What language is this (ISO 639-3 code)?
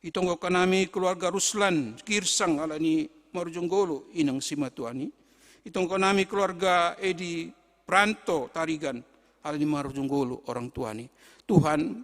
bts